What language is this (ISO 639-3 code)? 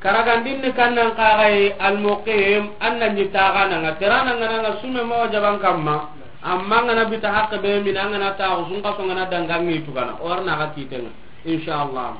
snk